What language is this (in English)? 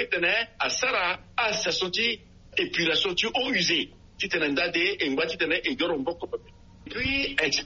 Sango